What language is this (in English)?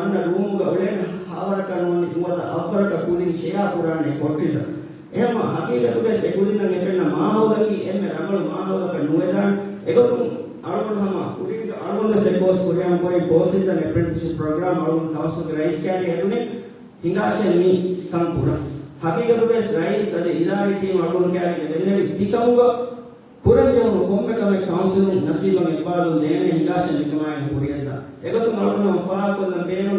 Divehi